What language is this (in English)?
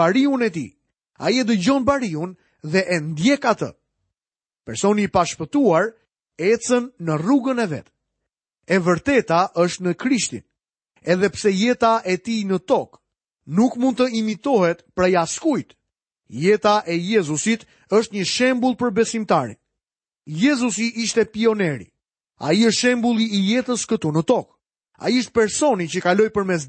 Albanian